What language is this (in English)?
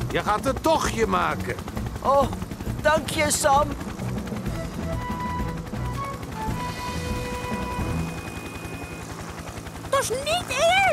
Dutch